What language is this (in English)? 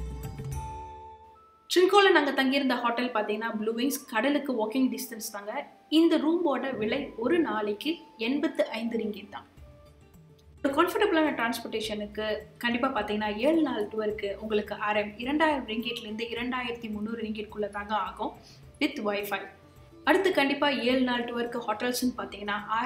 Tamil